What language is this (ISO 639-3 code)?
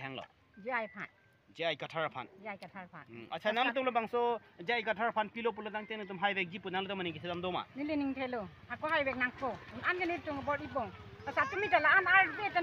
mjw